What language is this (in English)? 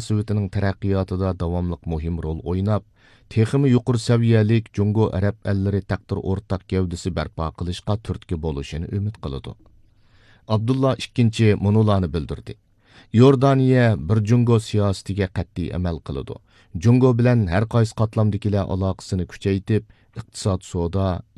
Uyghur